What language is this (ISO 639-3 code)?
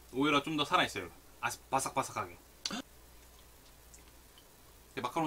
kor